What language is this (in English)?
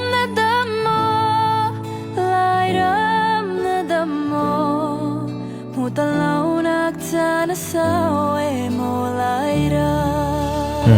Falam Chin